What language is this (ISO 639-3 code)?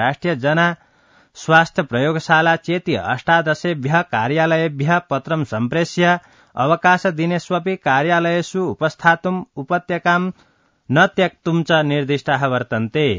san